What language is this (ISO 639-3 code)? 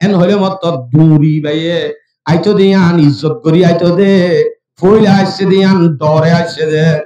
rhg